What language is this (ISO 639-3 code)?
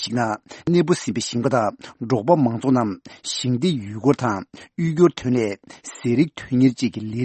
bod